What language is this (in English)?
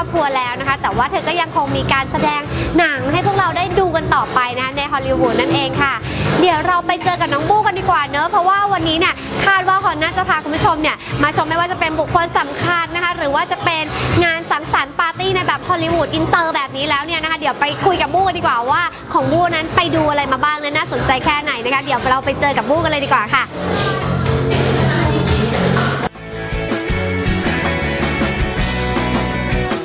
Thai